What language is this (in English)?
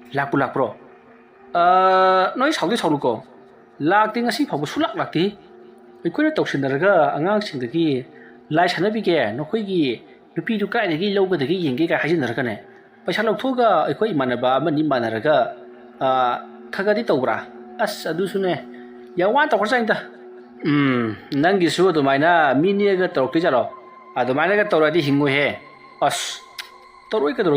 Manipuri